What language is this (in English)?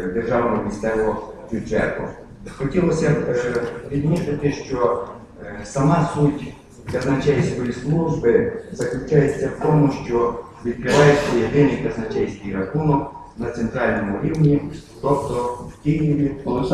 Ukrainian